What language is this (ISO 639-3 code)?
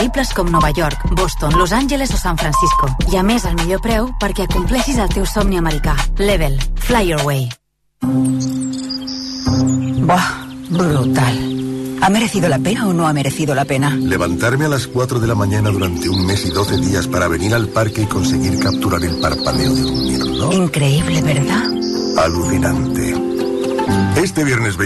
cat